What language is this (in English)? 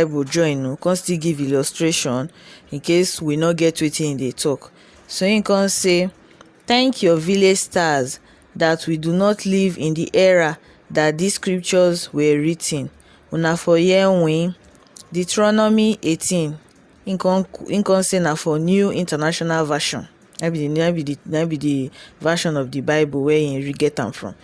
Nigerian Pidgin